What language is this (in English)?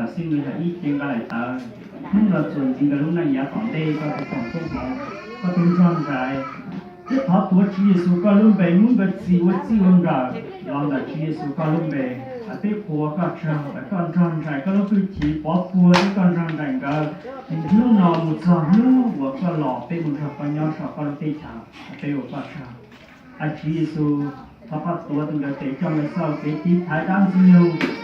Hmong